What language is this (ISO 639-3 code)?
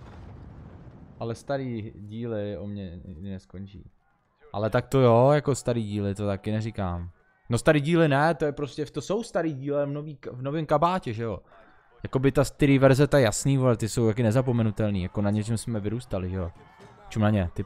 ces